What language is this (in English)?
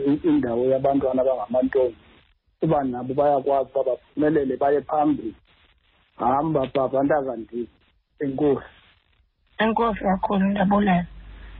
Xhosa